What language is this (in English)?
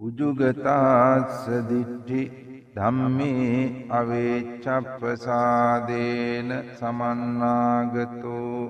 Sinhala